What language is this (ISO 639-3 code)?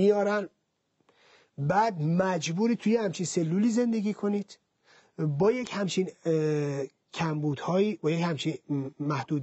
fas